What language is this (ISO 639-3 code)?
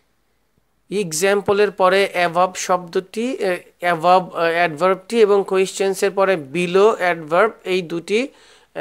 ben